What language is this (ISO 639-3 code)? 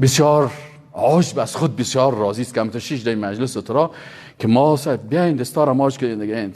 fas